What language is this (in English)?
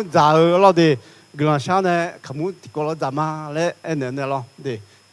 Akha